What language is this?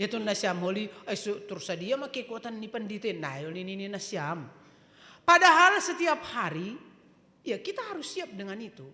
Batak Simalungun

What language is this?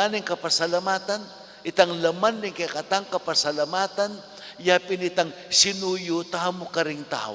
Pampanga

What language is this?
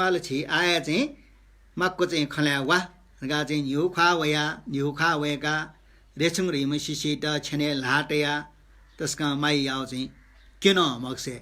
Newari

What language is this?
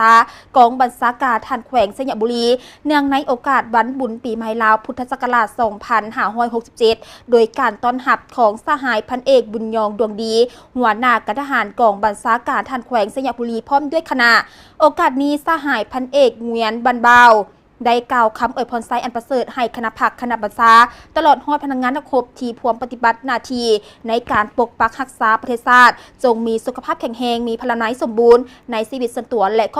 Lao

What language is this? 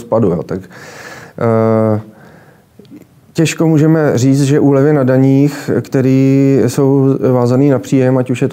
Czech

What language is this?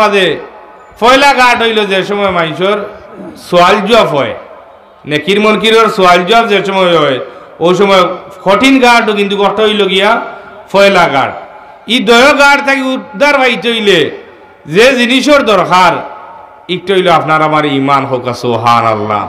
Sylheti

